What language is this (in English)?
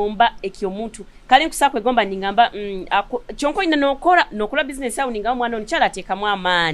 Nyoro